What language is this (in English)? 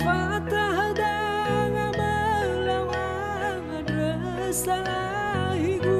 Nias